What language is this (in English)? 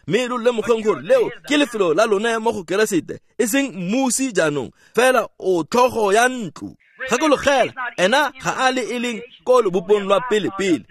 Tswana